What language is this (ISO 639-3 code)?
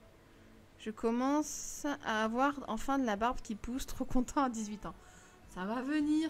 fra